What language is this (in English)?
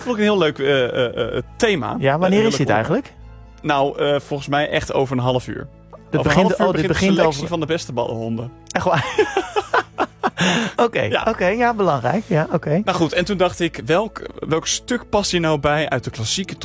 Dutch